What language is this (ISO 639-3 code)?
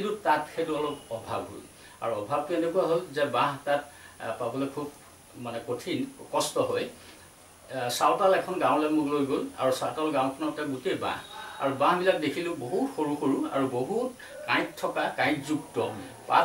asm